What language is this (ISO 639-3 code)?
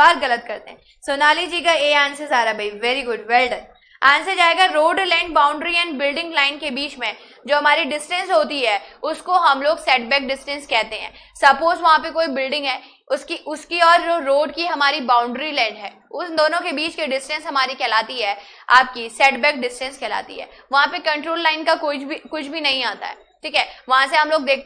hin